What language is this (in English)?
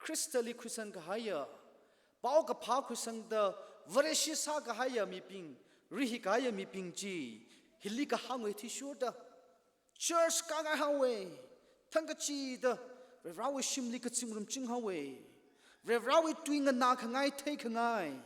Tangkhul Naga (India)